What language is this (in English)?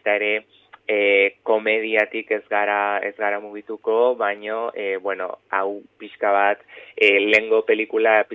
Basque